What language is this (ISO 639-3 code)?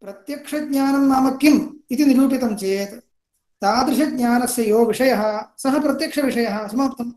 san